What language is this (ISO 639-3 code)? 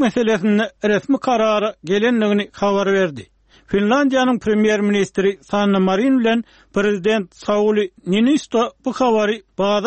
tuk